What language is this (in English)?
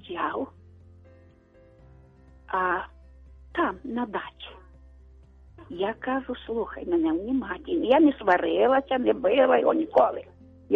Ukrainian